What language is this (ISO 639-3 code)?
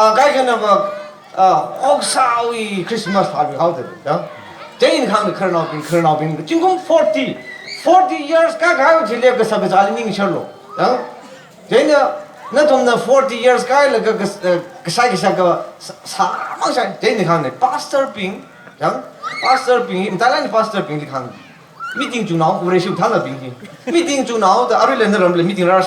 nmf